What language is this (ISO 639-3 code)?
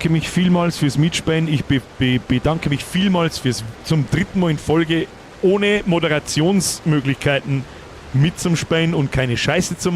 bar